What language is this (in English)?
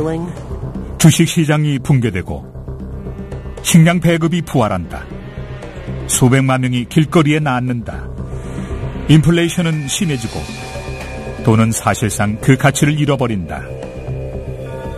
Korean